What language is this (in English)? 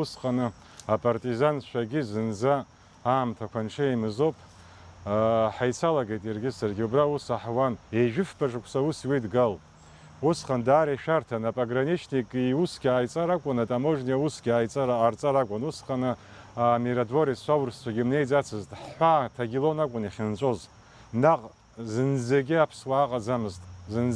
Abkhazian